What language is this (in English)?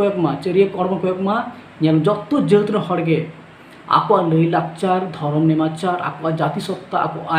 Santali